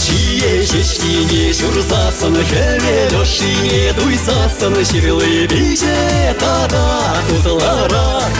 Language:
Chuvash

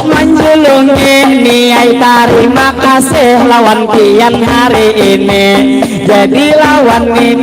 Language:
Banjar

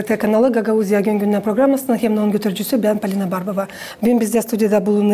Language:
Gagauz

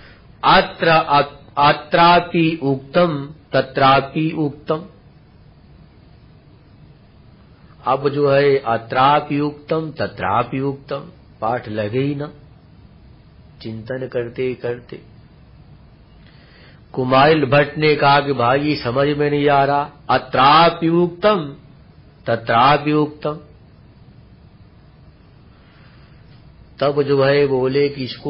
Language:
Hindi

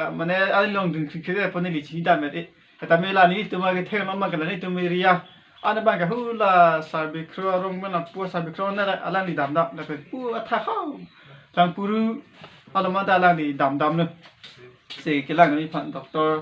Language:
Karbi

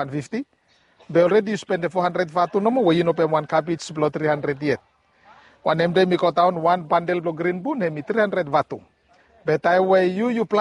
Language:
Bislama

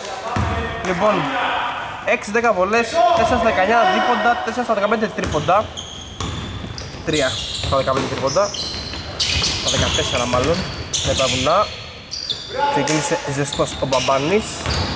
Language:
Greek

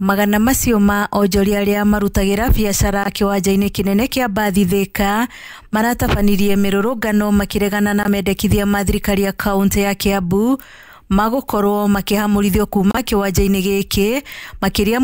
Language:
Kikuyu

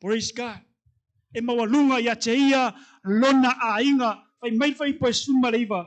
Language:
Samoan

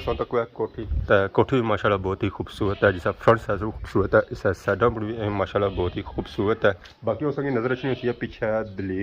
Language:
Pahari-Potwari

